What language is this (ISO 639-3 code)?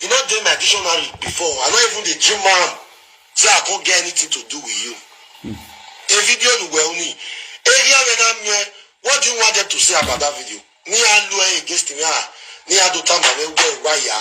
pcm